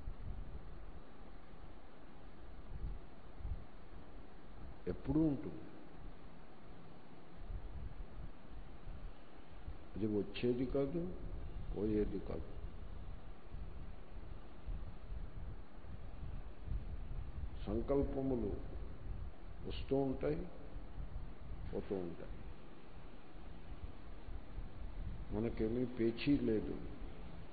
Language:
Telugu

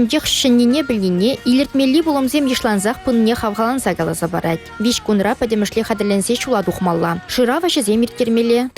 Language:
Chuvash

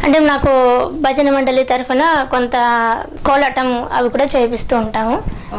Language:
Telugu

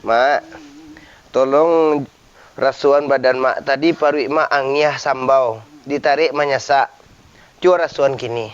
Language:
Minangkabau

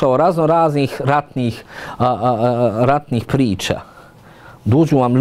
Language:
Bosnian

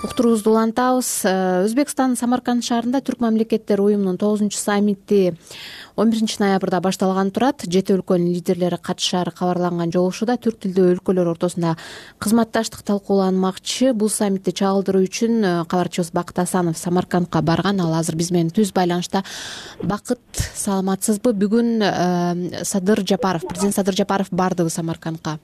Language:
Kyrgyz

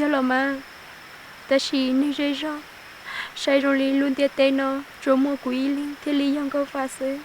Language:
Hmong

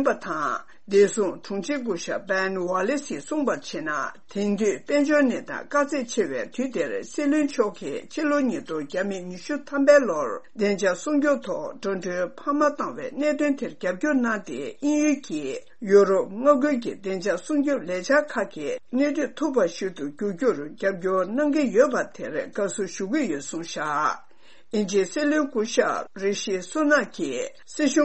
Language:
Tibetan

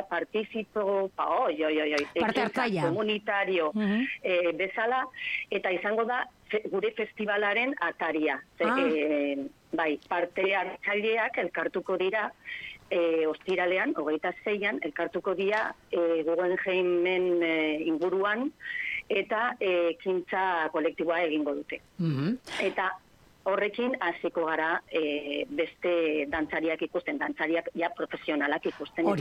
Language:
Basque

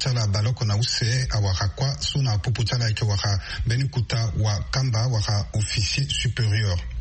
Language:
Sango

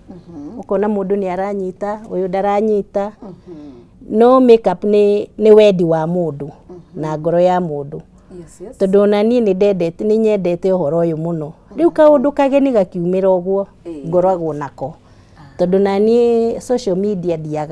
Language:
Kikuyu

